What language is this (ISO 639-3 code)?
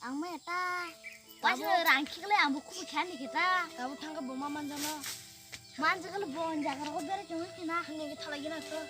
trp